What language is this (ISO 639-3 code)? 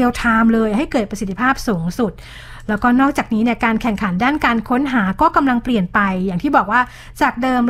tha